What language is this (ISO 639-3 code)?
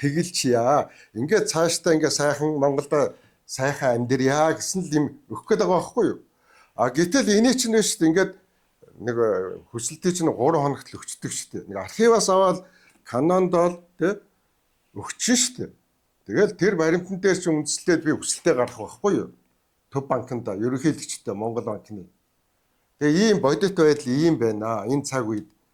mon